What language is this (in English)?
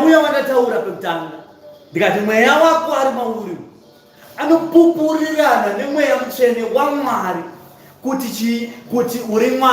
Shona